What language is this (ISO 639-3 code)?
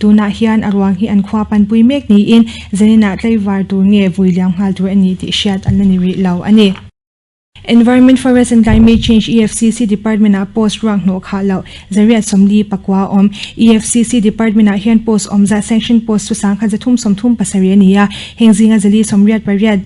lus